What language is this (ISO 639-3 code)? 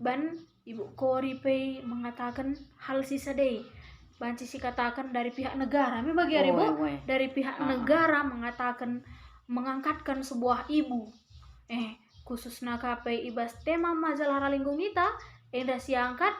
btx